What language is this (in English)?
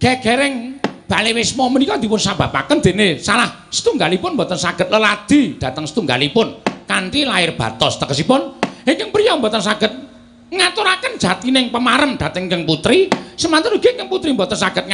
Javanese